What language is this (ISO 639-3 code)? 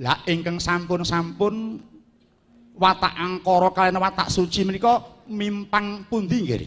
jav